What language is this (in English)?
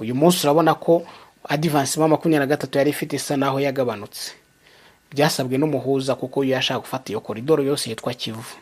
Kinyarwanda